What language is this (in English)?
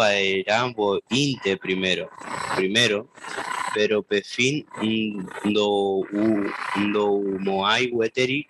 Guarani